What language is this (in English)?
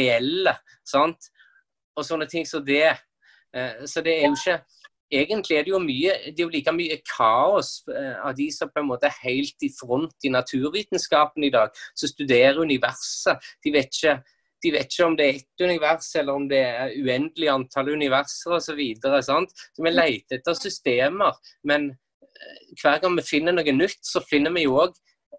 Norwegian